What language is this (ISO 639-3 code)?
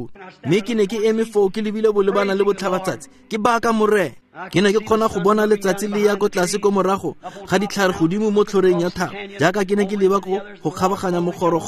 tsn